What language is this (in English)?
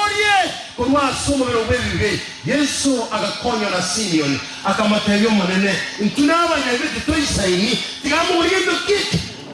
Gusii